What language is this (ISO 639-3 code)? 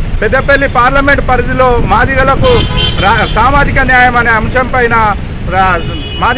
tel